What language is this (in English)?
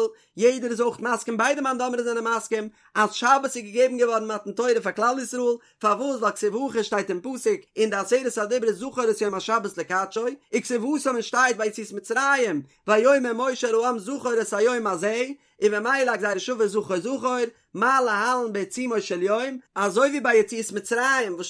Yiddish